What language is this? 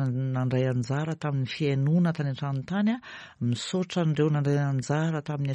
Malagasy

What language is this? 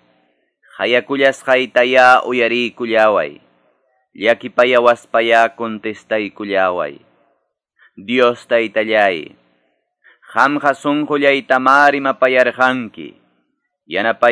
Quechua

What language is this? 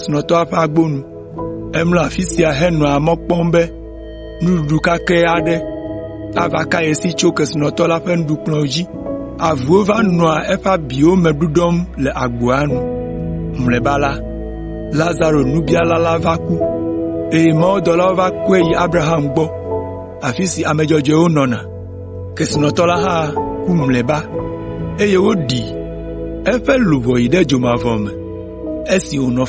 Ewe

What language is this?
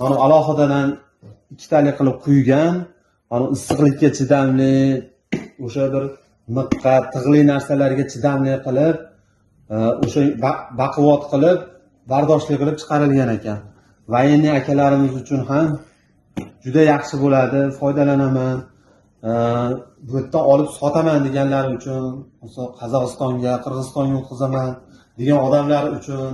Uzbek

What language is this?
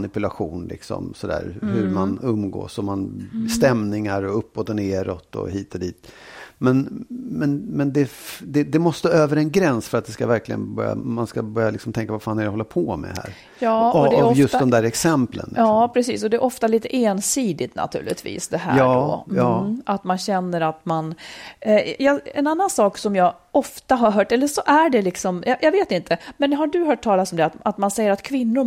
Swedish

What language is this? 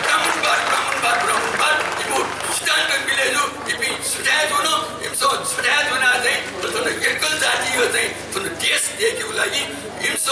Newari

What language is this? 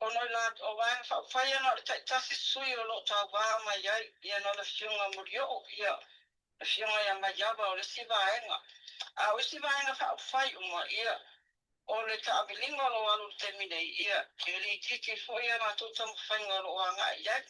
Samoan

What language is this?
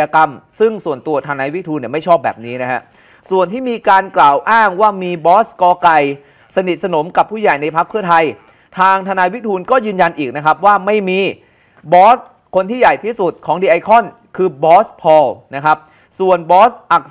Thai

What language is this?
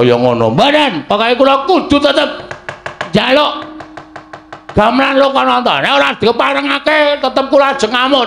Javanese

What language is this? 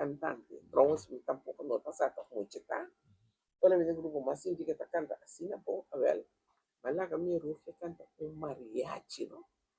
Papiamento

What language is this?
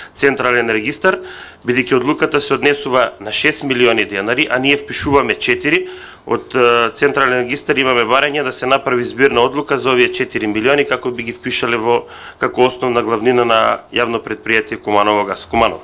Macedonian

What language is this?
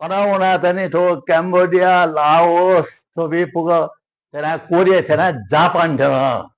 Newari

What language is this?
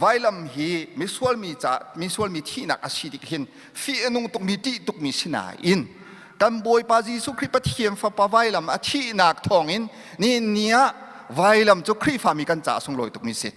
Hakha Chin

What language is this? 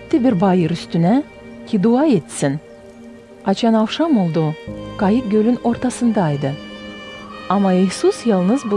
Gagauz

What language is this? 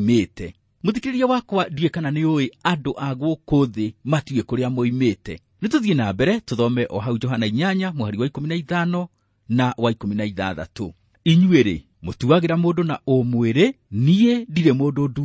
Kikuyu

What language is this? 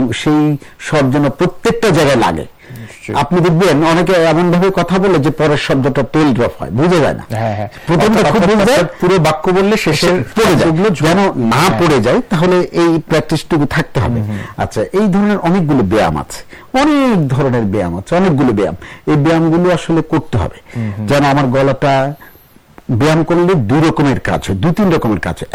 Bangla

